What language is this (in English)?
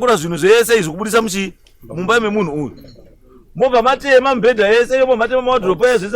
Shona